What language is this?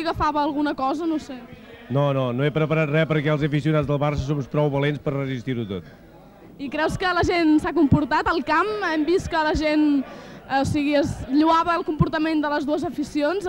Catalan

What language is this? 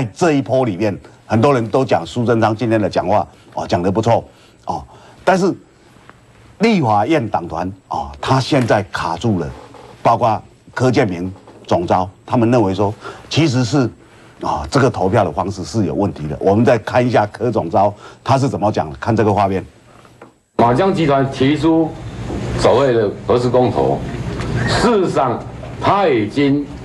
Chinese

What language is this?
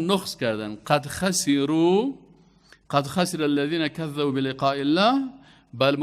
Persian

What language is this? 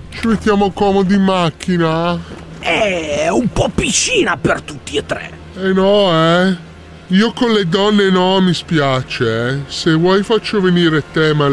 Italian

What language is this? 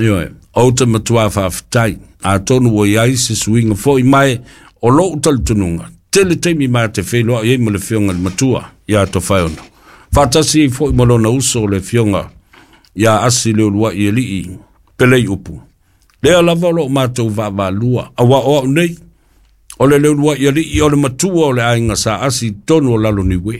Samoan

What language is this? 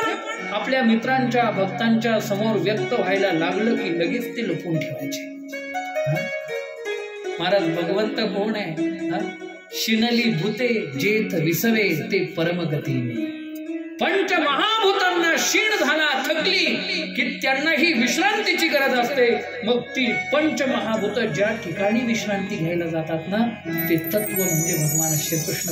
Marathi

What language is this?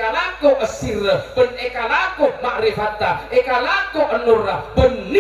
Madurese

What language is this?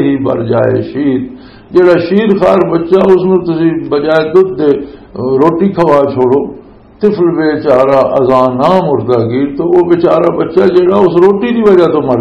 Western Panjabi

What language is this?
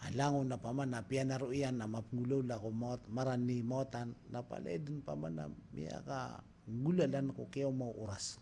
Maranao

